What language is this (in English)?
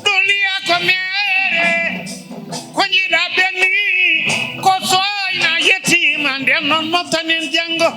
Fula